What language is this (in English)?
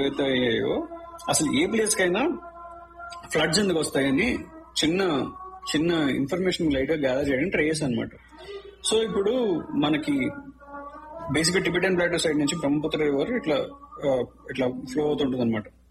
Telugu